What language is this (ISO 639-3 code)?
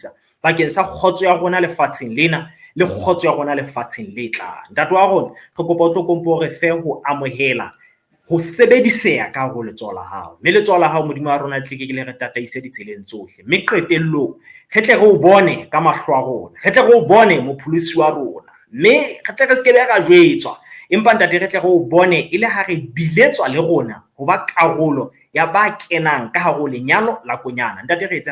sot